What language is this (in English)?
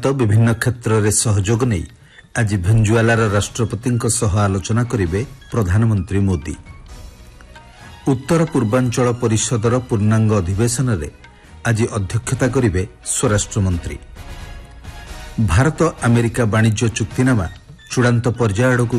Odia